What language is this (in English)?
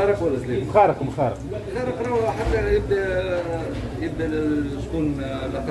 Tunisian Arabic